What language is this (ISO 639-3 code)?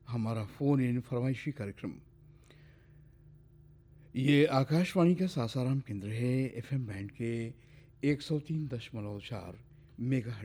hin